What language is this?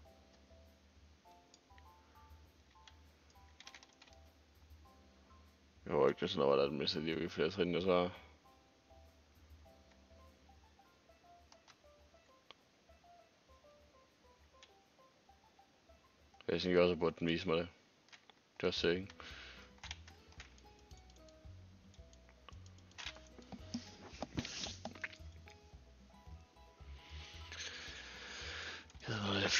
Danish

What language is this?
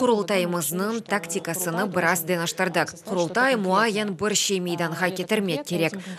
Crimean Tatar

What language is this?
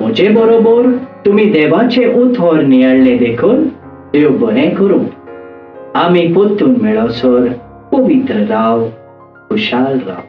Konkani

